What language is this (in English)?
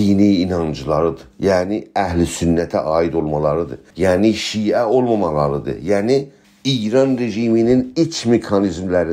South Azerbaijani